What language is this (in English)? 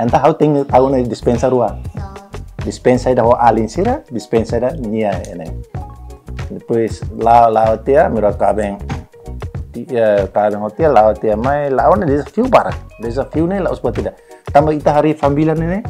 Tetum